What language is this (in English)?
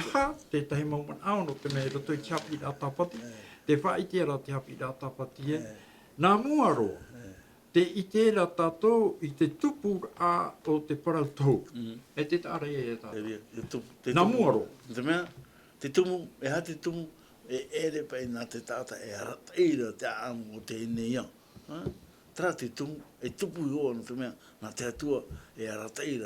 Tahitian